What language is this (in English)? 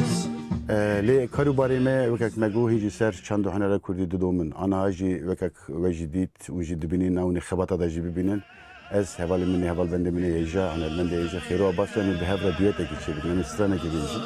Kurdish